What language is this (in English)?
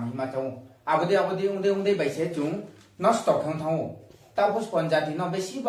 Riang (India)